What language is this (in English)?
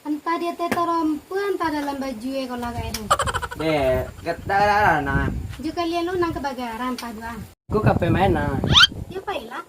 Minangkabau